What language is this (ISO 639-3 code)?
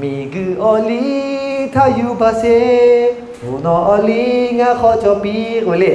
lhu